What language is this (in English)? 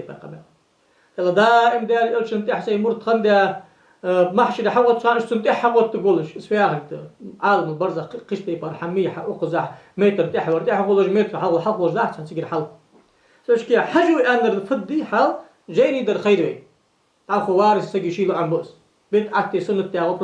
Ingush